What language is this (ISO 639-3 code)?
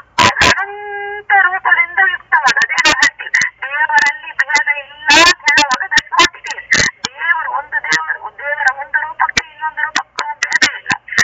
kan